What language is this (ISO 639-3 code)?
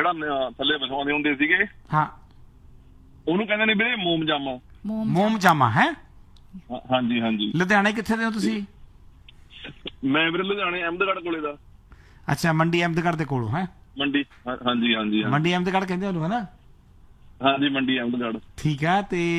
pan